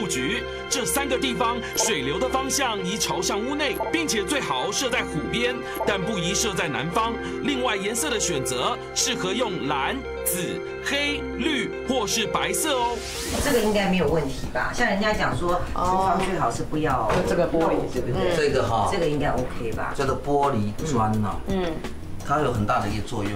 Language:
Chinese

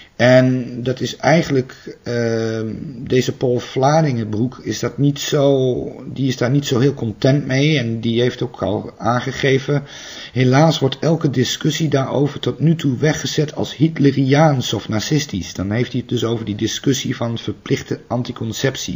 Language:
Dutch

